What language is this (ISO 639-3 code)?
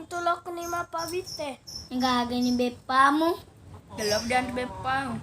bug